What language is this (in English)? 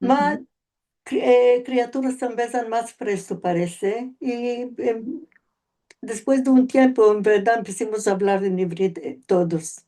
Ladino